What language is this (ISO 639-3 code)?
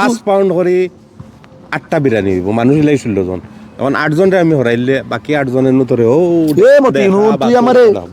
syl